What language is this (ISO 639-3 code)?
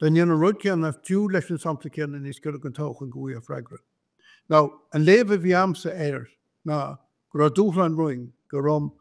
gle